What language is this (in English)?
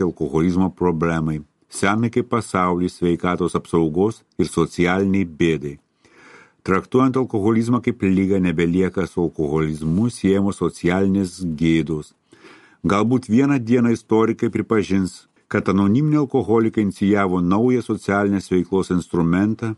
Lithuanian